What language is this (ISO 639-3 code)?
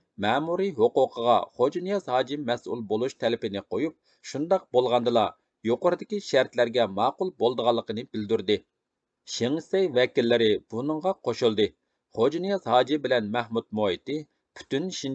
uig